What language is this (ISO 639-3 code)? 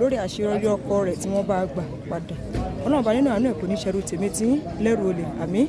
yor